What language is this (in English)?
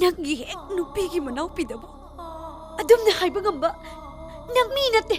Manipuri